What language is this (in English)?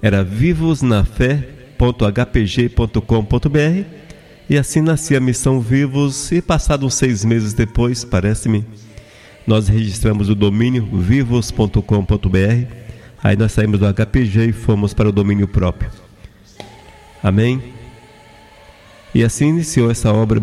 Portuguese